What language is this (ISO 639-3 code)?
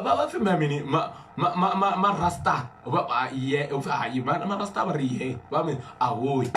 ven